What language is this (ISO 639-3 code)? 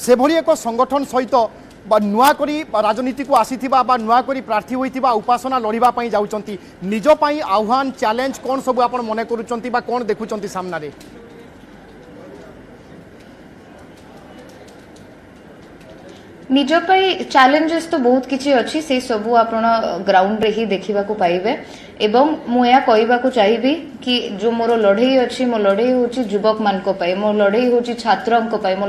ori